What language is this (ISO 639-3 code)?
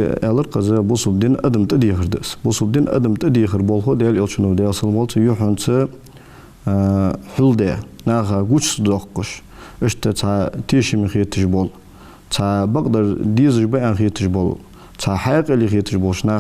inh